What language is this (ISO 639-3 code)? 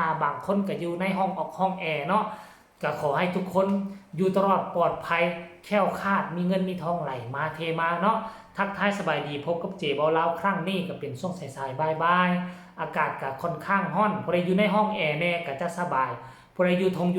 tts